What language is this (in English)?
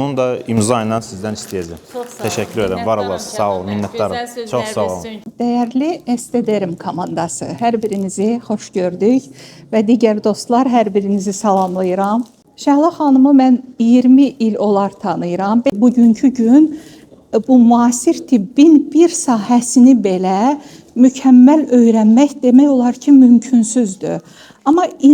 Azerbaijani